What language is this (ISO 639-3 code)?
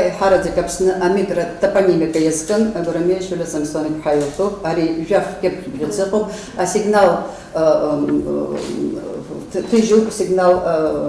abk